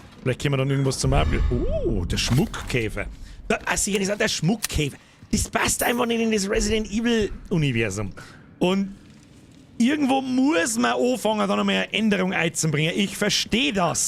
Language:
Bavarian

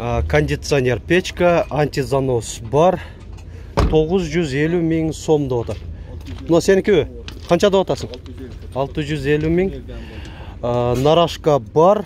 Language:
Kyrgyz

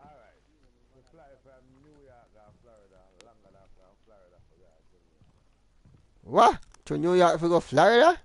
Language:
Jamaican Creole English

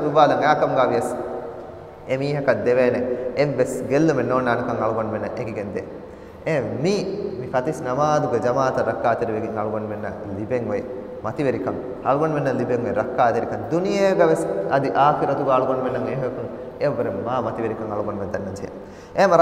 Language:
Divehi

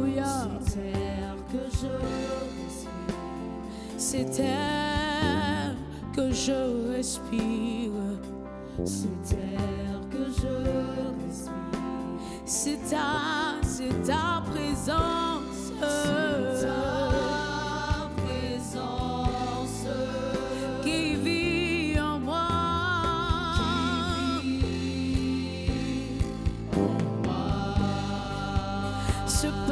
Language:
French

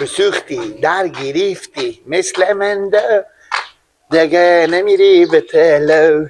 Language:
Persian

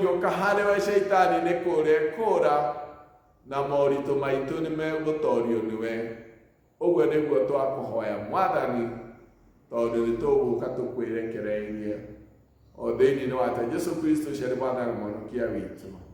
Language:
Kikuyu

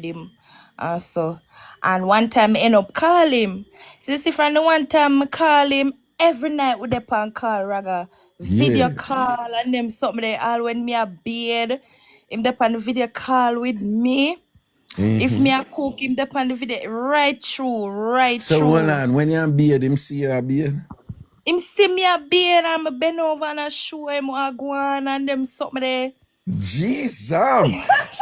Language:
Jamaican Creole English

